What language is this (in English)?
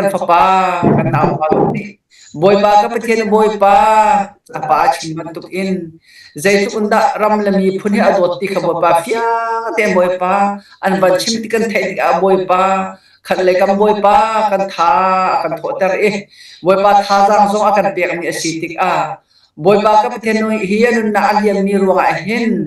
Hakha Chin